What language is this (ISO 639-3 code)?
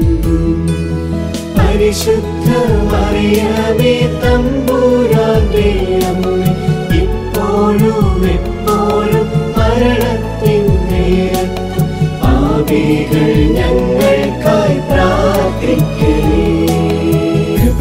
mal